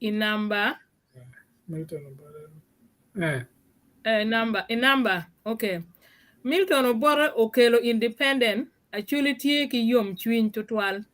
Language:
Acoli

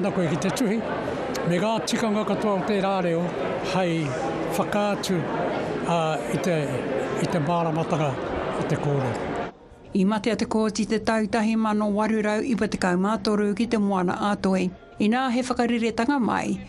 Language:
Māori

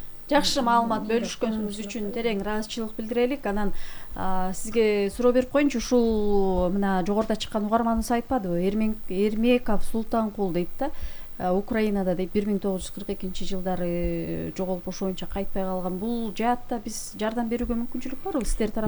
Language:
Kyrgyz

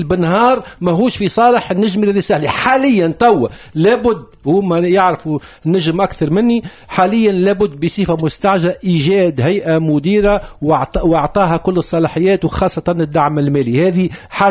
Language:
Tunisian Arabic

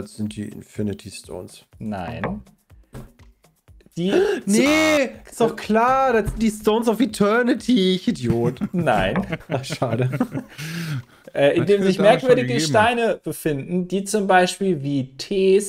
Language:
German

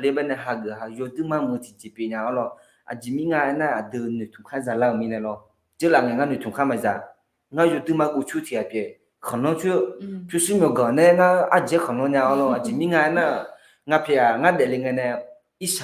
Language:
Akha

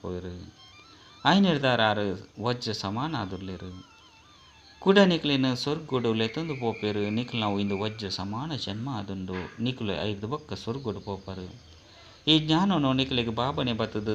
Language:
Tulu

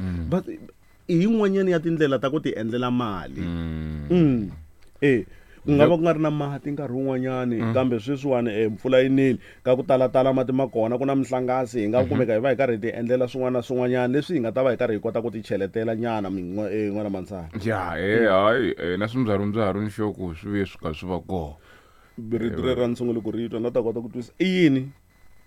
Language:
Tsonga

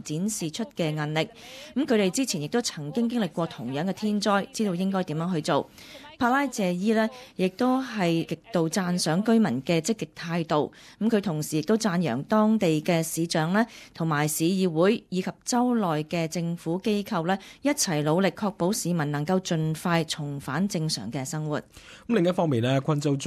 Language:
Cantonese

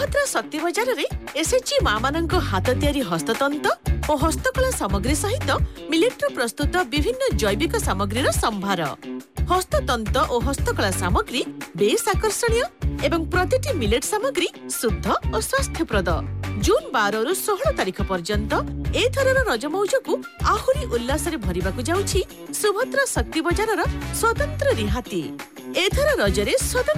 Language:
Odia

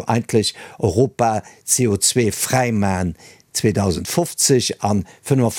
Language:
Luxembourgish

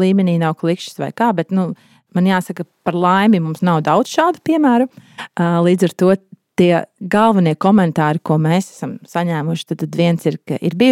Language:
Latvian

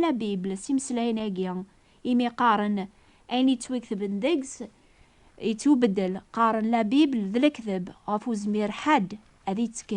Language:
Kabyle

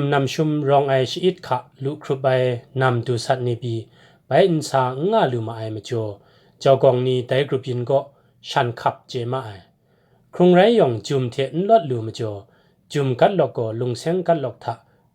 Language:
Kachin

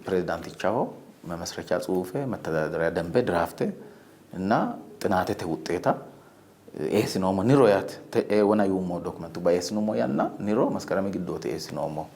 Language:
Sidamo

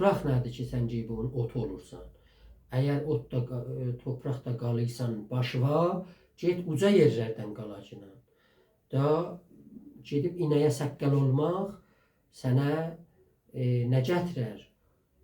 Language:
South Azerbaijani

